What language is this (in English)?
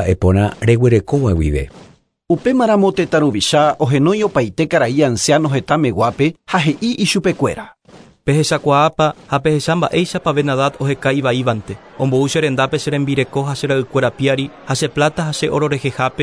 Guarani